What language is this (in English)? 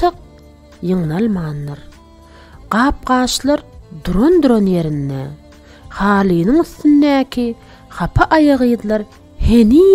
Turkmen